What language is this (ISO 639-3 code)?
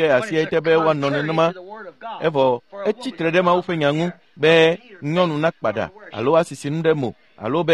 ewe